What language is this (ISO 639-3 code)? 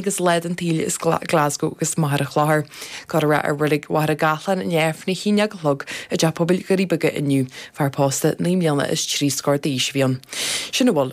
gle